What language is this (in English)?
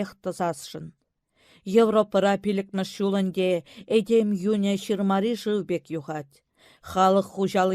Chuvash